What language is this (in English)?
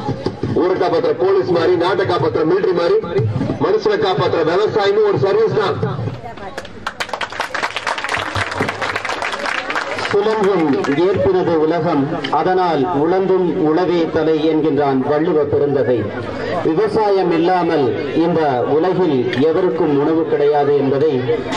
Tamil